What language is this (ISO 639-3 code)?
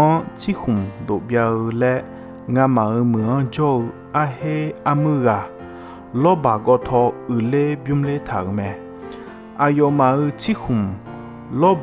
ahk